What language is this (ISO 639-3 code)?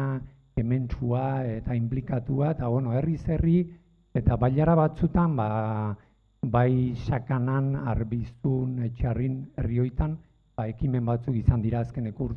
eus